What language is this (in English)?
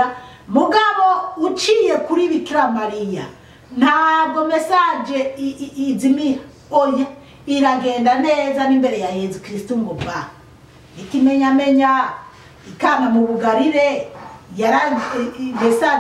Rundi